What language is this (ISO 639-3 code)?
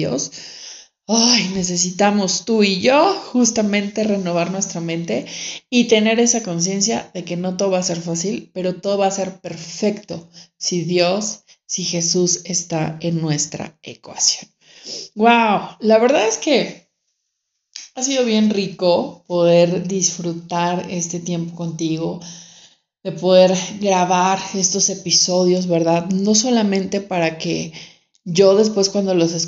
spa